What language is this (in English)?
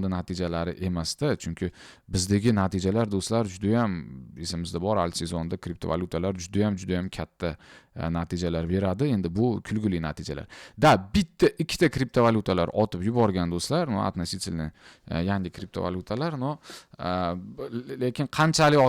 Uzbek